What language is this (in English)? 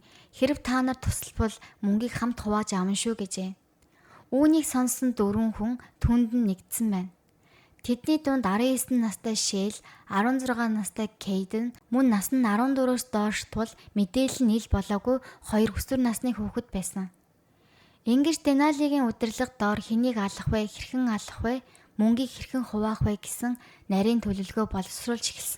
Mongolian